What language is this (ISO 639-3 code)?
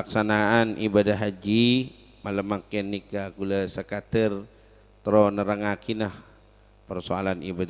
mad